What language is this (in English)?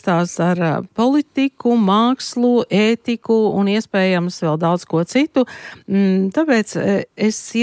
Latvian